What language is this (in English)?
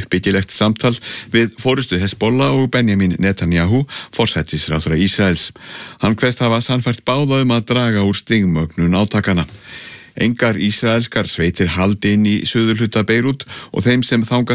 Icelandic